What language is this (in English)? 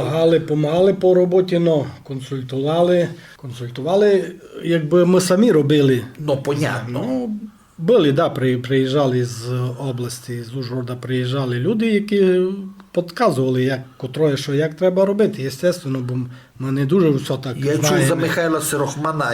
Rusyn